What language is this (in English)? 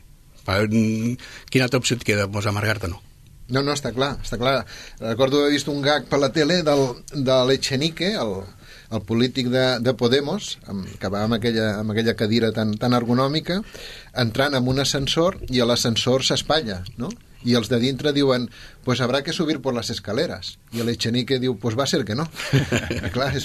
Catalan